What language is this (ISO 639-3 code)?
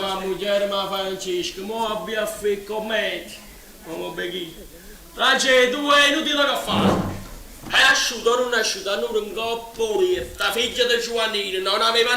nap